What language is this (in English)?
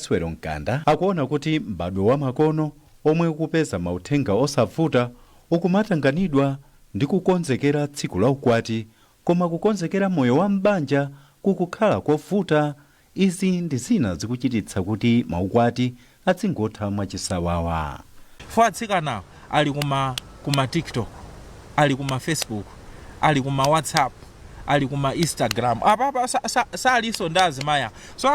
Nyanja